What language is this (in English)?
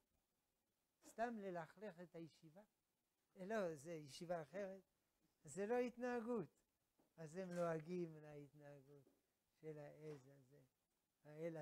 Hebrew